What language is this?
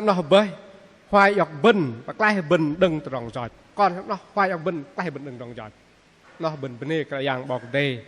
Bahnar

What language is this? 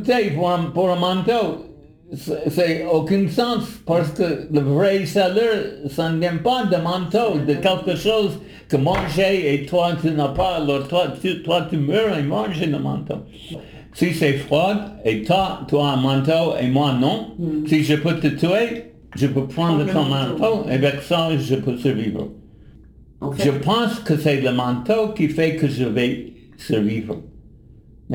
French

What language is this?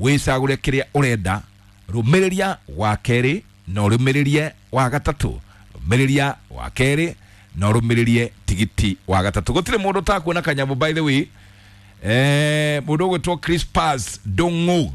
Kikuyu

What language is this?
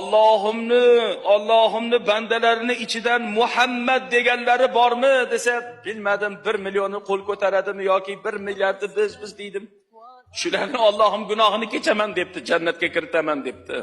Uzbek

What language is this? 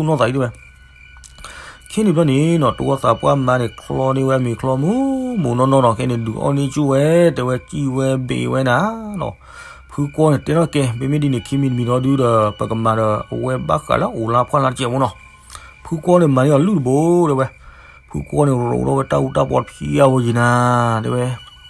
S'gaw Karen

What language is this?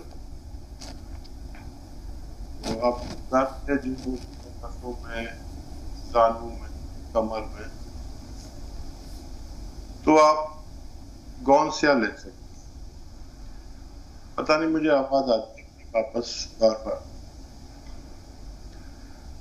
Urdu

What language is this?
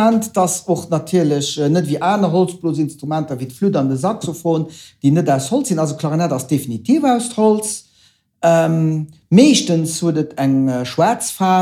Luxembourgish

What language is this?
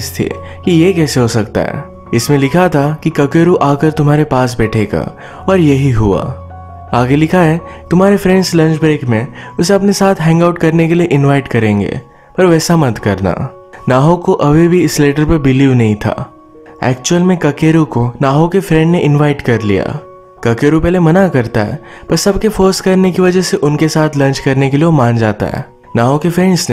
Hindi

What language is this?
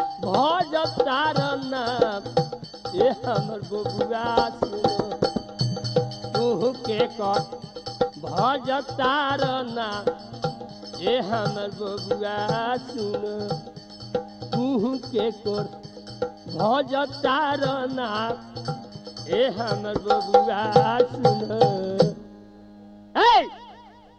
Bhojpuri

